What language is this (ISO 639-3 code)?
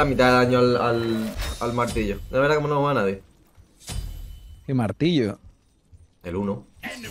spa